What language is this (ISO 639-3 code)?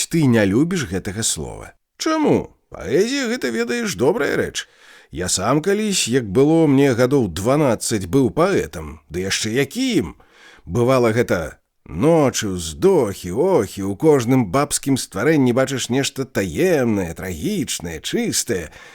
bel